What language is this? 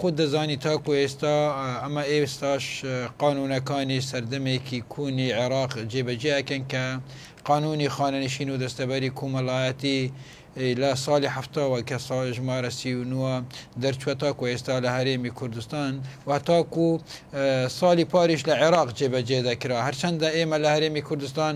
Central Kurdish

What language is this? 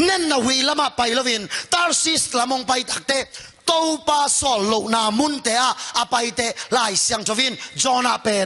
Tedim Chin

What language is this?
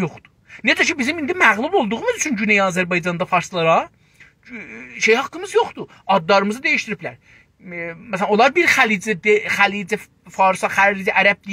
South Azerbaijani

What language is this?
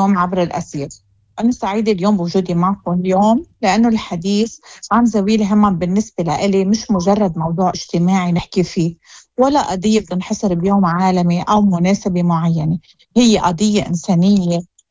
Moroccan Arabic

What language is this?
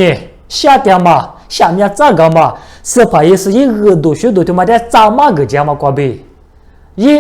Lisu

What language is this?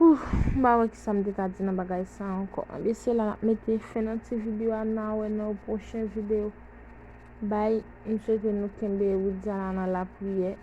Haitian Creole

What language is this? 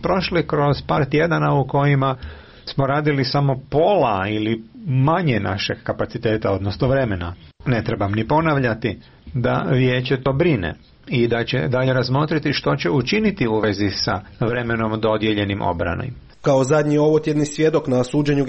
Croatian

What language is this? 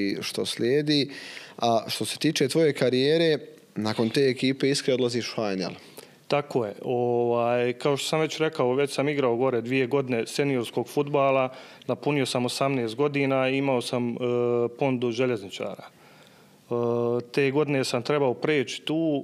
Bosnian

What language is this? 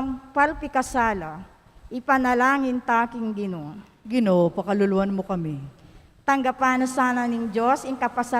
Pampanga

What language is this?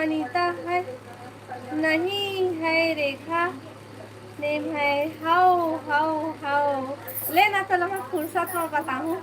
Chhattisgarhi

